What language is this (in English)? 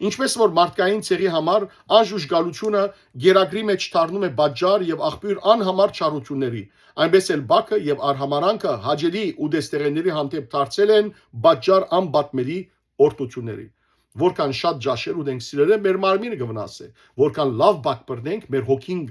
Western Armenian